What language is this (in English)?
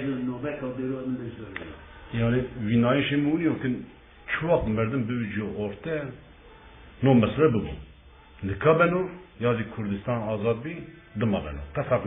Zaza